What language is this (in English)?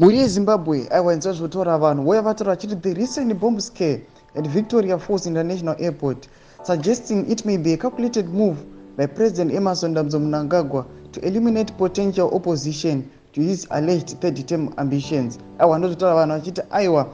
Shona